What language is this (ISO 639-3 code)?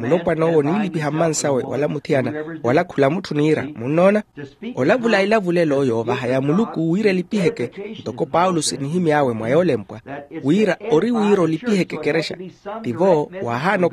vmw